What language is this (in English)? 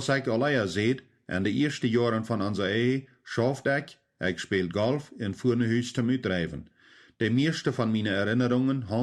Plautdietsch